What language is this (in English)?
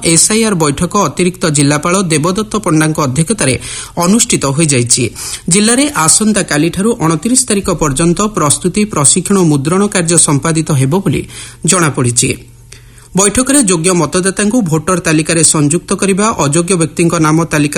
Odia